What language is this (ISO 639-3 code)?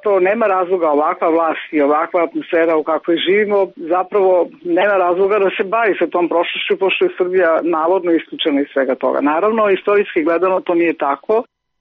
srp